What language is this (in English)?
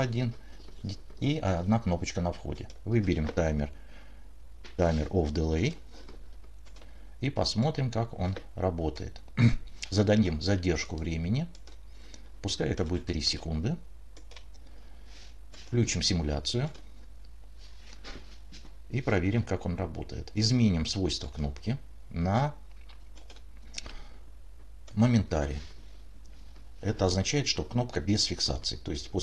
Russian